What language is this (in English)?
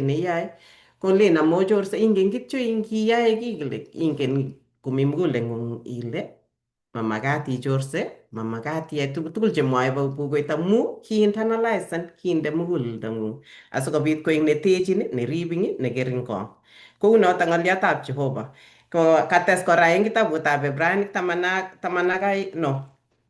Kalenjin